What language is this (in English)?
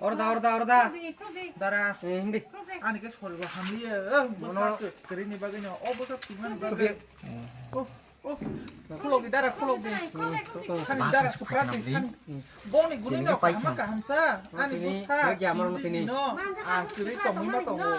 Kok Borok